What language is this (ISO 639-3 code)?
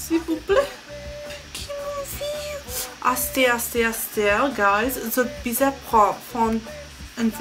mfe